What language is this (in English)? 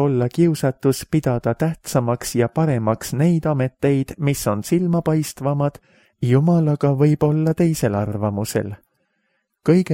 Estonian